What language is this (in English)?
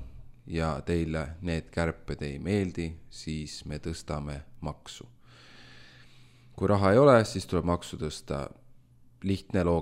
Estonian